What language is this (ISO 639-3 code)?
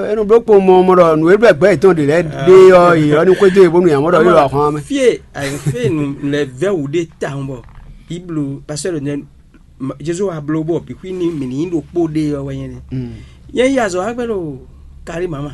fon